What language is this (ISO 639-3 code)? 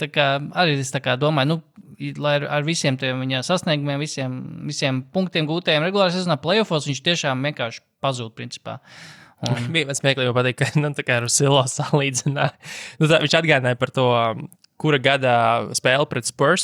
lav